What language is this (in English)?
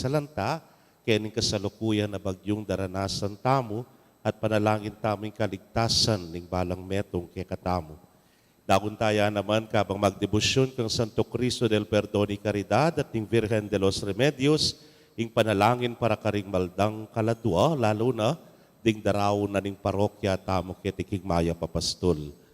Pampanga